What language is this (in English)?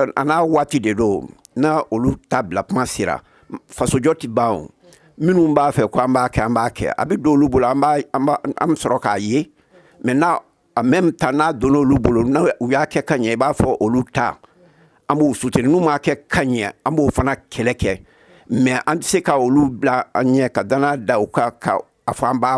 Bambara